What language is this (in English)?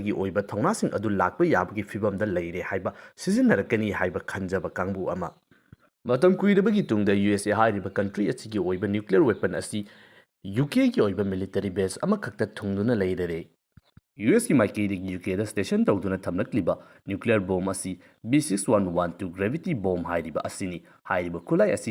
Manipuri